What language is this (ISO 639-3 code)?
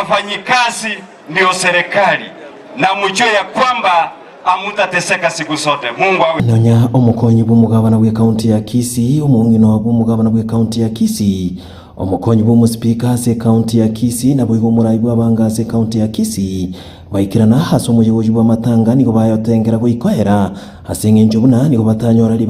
guz